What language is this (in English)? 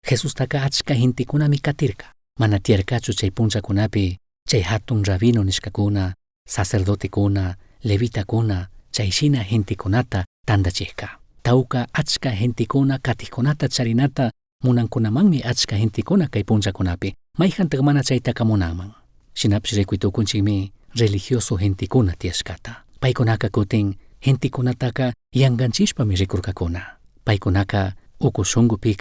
Chimborazo Highland Quichua